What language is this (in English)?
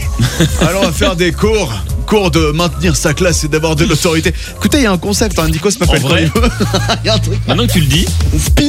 French